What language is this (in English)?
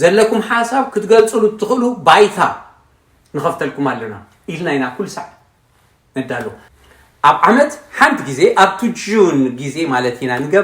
Tigrinya